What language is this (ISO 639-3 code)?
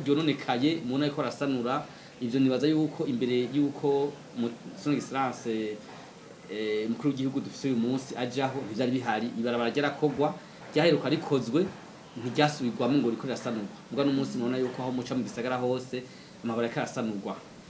run